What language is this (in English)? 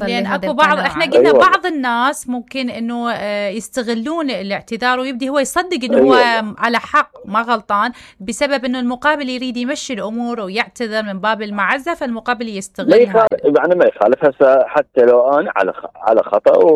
Mesopotamian Arabic